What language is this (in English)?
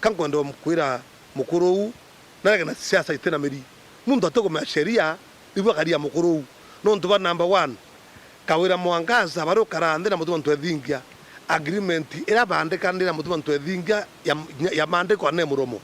Meru